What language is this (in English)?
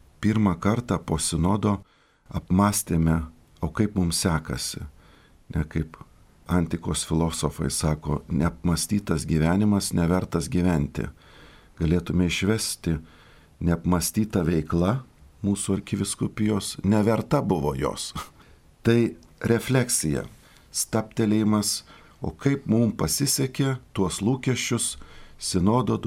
Lithuanian